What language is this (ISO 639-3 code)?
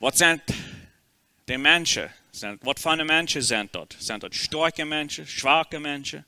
pdt